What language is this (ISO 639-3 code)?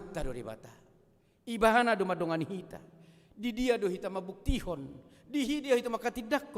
bbc